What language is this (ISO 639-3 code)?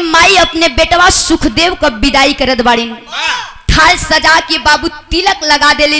bho